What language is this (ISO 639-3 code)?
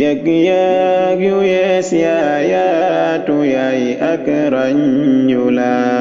wol